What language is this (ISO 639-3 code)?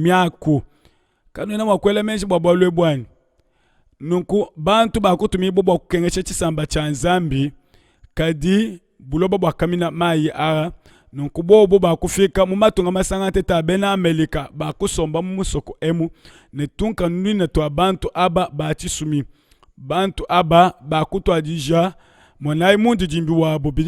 lua